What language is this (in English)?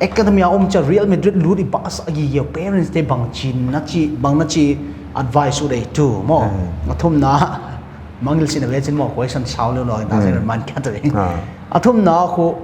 Paite Chin